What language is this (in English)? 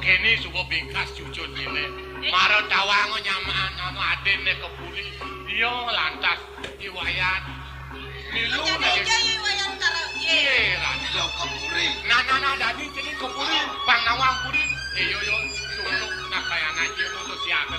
Balinese